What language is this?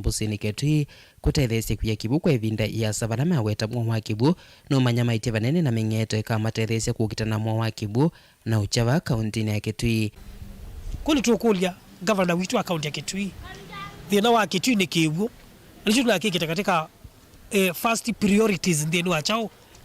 Kamba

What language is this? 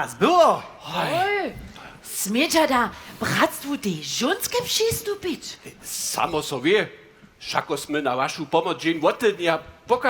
Upper Sorbian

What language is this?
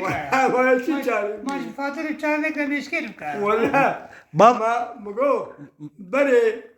Kurdish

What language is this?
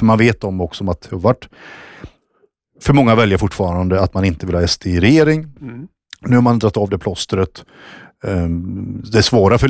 Swedish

